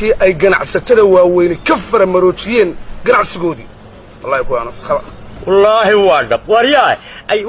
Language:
Somali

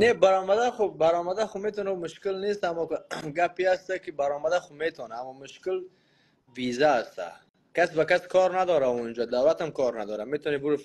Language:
Persian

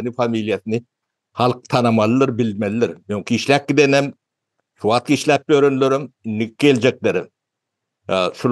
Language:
Turkmen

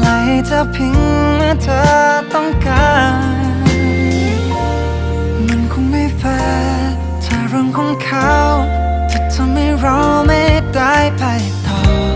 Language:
Thai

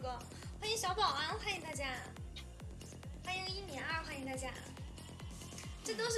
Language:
Chinese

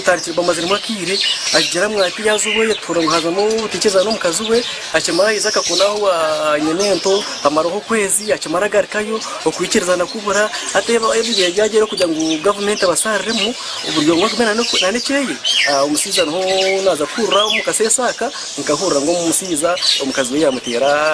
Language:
Nyankole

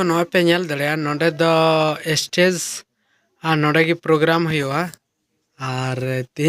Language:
Santali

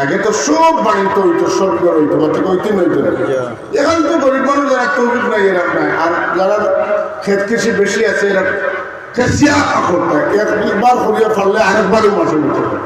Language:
Sylheti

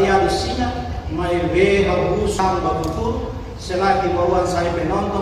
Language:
Tetum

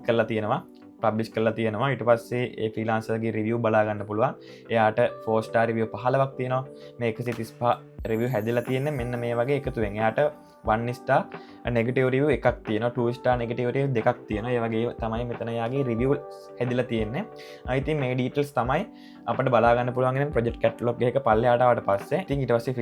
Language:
Sinhala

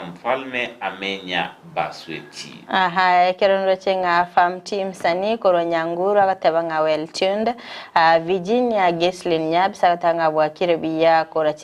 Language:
Gusii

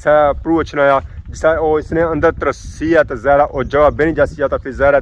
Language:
Pahari-Potwari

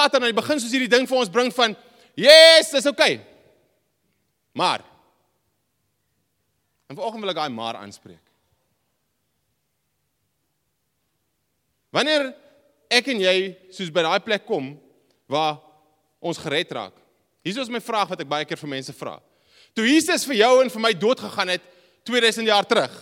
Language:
Afrikaans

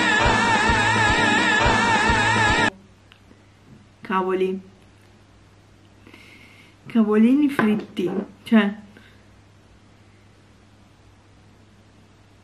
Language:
Italian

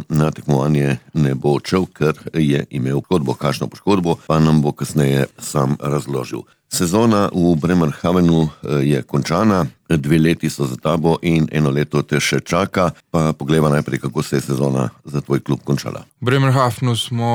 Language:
Slovenian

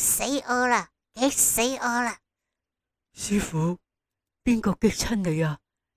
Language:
Cantonese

